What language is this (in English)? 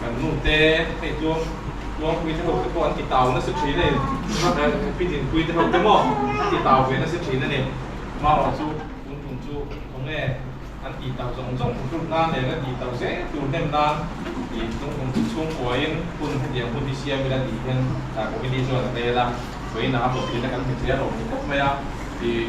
Mizo